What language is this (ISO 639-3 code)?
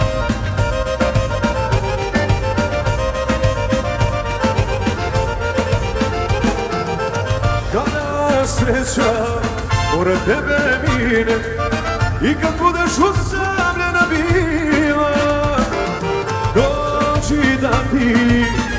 hrv